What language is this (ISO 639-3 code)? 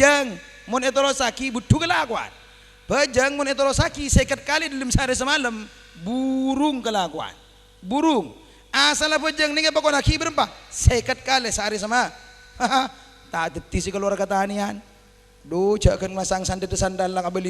mad